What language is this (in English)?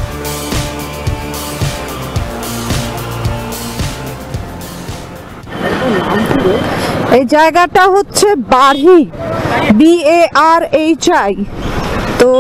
Bangla